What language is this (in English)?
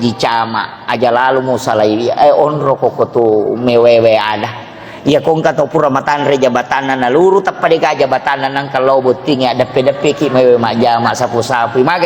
Buginese